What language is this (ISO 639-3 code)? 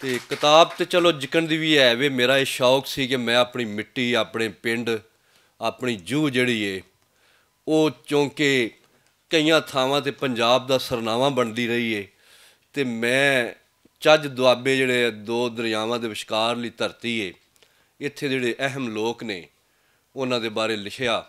lah